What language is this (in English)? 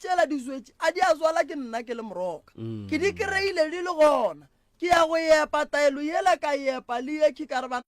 Northern Sotho